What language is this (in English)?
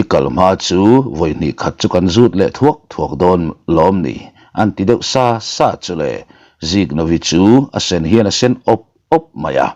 Mizo